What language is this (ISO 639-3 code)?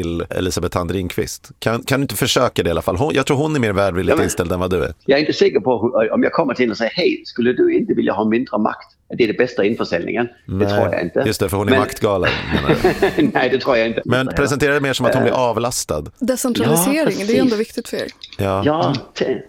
swe